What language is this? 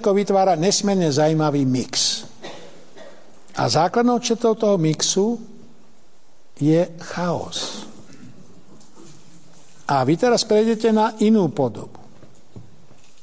Slovak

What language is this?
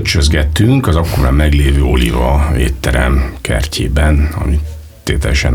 Hungarian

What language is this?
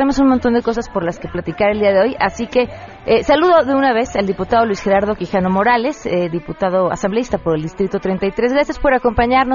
Spanish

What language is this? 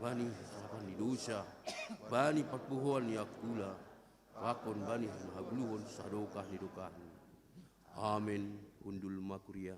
Batak Simalungun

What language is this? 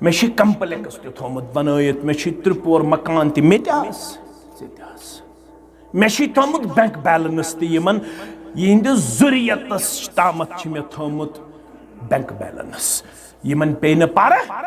Kashmiri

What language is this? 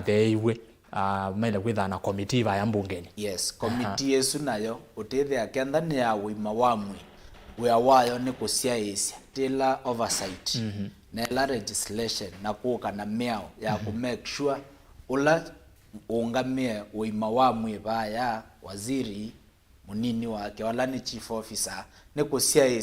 Kamba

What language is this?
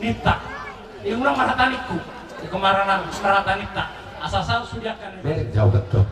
Batak Toba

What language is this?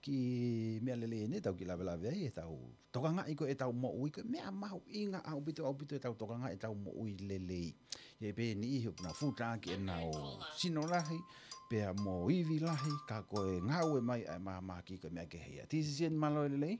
Tongan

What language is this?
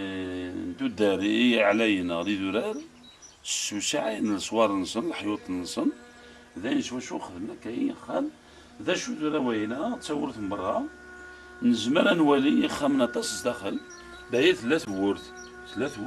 Kabyle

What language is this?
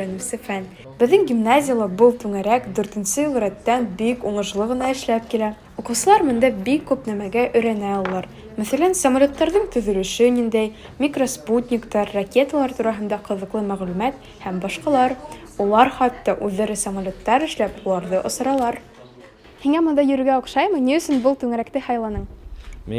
Bashkir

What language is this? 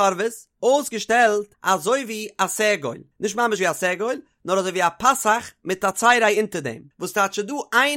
Yiddish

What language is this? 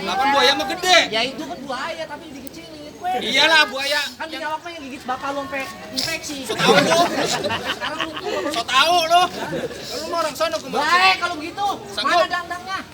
Betawi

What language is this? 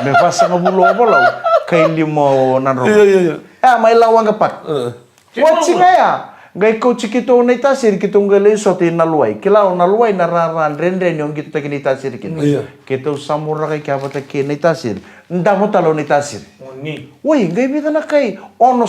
Fijian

